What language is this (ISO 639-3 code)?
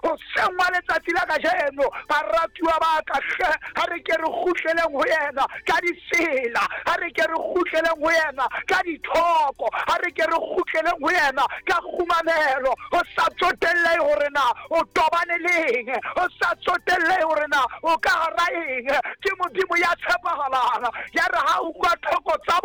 sot